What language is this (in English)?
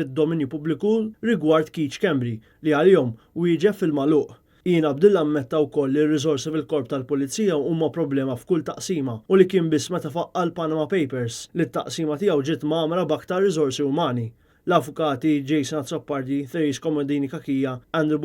Maltese